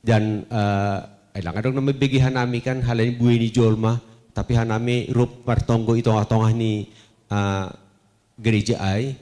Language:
Batak Simalungun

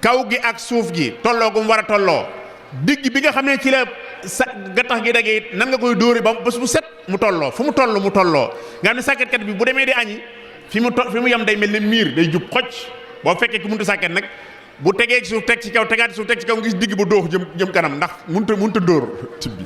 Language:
Wolof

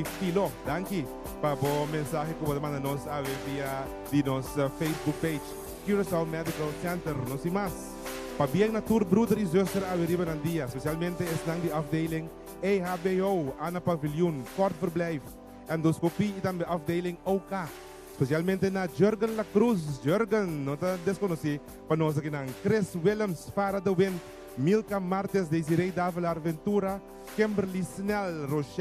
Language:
Papiamento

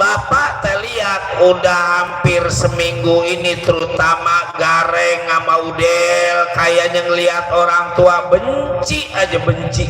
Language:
Betawi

